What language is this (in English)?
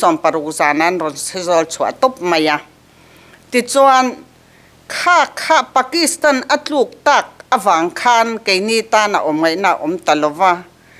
Mizo